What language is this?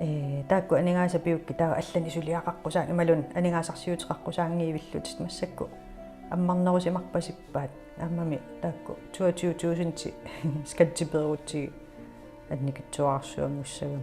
Kalaallisut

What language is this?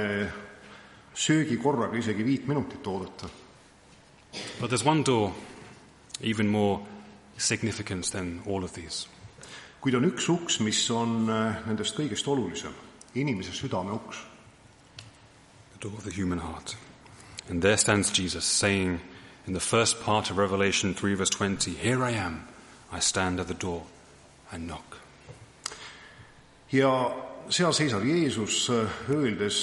Estonian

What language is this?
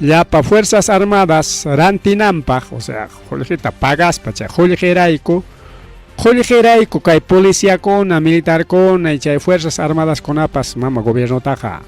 Ayacucho Quechua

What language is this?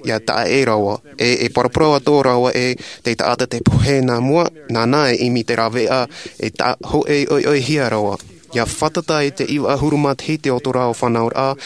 Tahitian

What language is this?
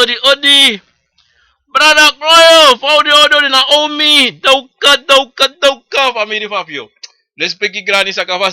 Sranan Tongo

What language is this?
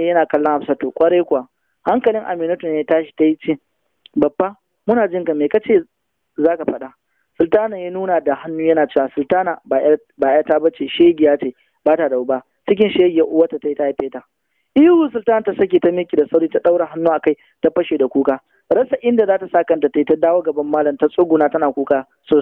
Hausa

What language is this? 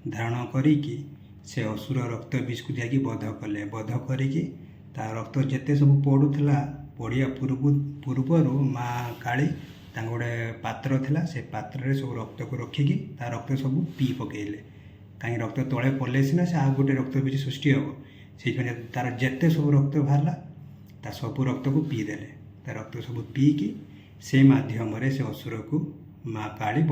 Odia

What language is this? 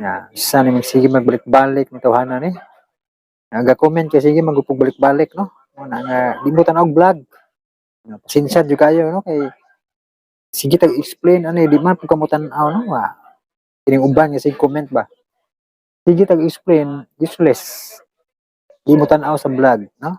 Cebuano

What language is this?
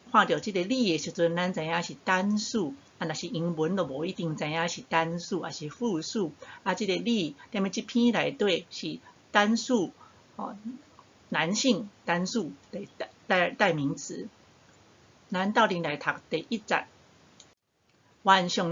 Min Nan Chinese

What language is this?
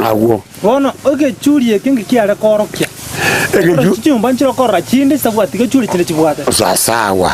Gusii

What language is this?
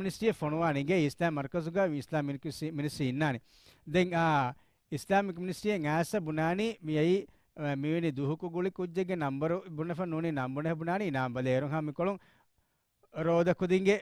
Divehi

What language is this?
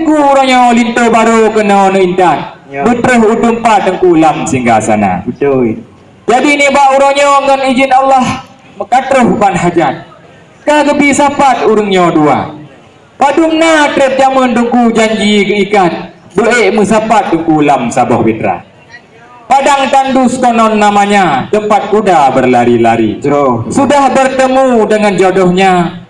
Achinese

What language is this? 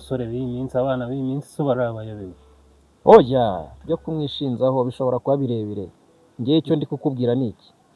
Kinyarwanda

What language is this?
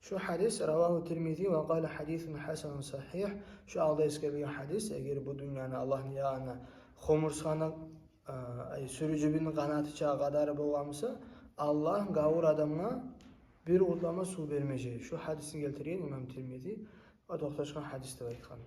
Kumyk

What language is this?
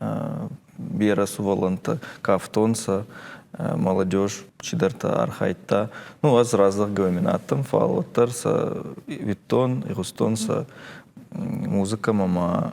Ossetic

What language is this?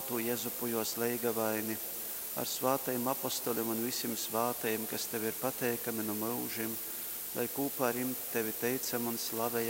Latgalian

